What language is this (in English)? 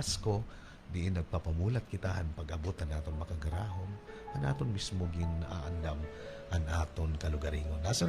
Waray